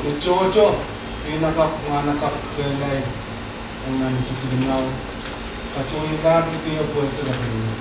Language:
Pohnpeian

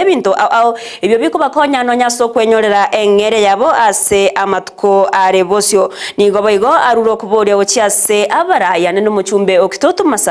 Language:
Gusii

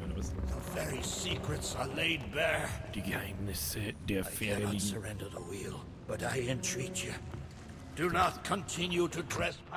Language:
Bavarian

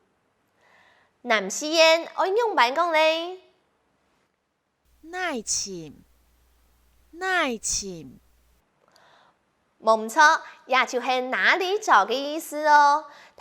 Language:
Hakka Chinese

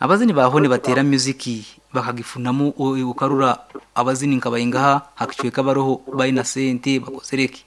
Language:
Nyankole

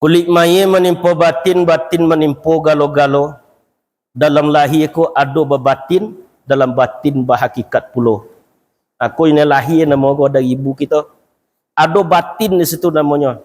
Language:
Minangkabau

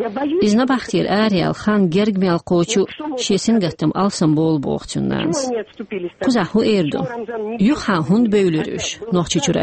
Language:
Chechen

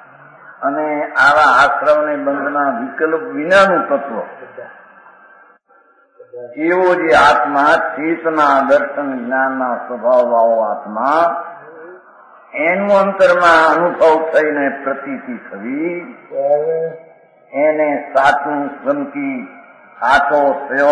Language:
Gujarati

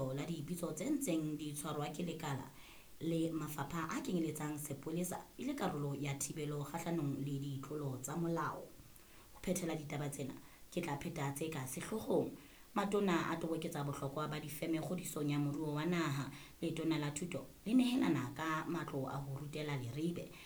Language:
Southern Sotho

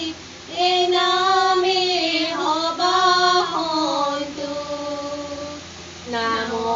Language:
Assamese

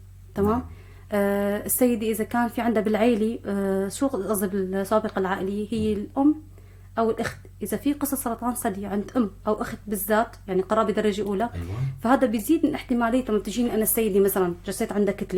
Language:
North Levantine Arabic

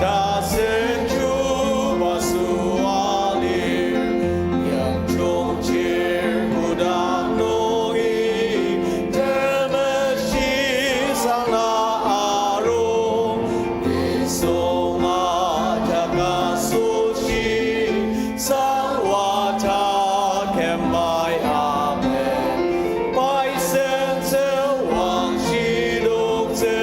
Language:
Ao Naga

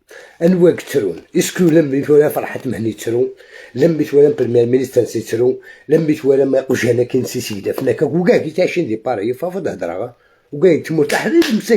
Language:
Algerian Arabic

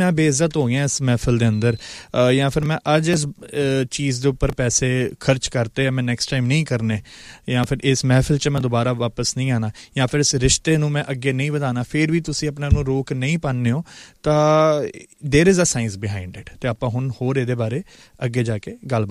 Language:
Punjabi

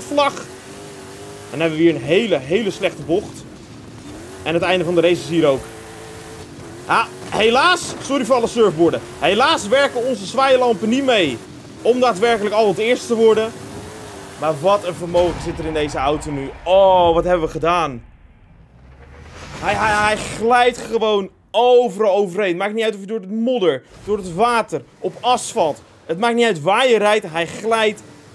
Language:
Dutch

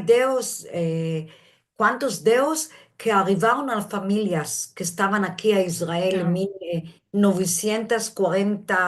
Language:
Ladino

